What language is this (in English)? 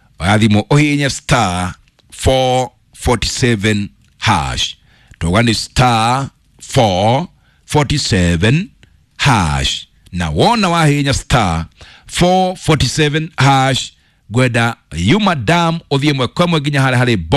Kikuyu